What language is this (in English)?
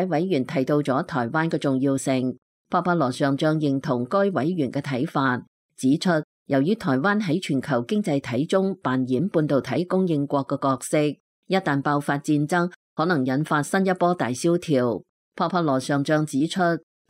Cantonese